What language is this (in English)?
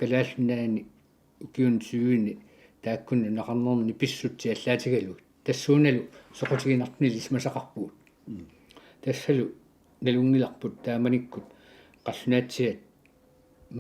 Kalaallisut